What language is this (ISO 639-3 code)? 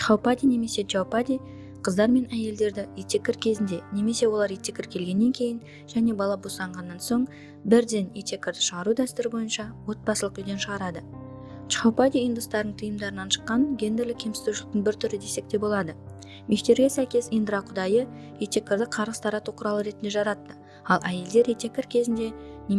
kaz